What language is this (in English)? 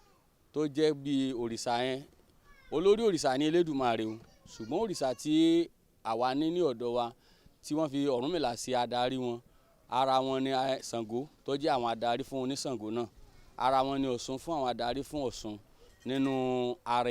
Yoruba